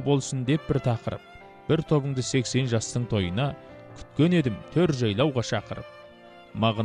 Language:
Kazakh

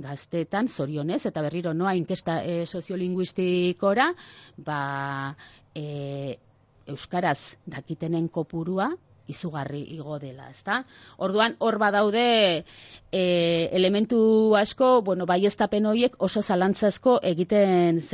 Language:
Basque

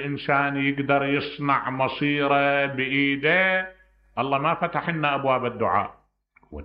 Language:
Mesopotamian Arabic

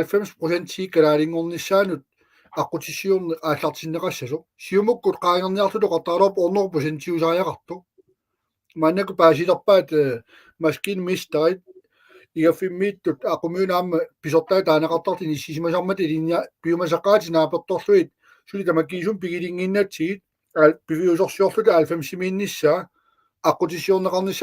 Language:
Kalaallisut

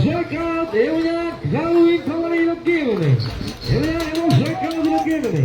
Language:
Marshallese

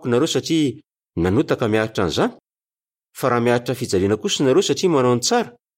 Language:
Malagasy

